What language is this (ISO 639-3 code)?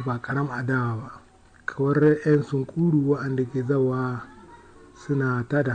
hau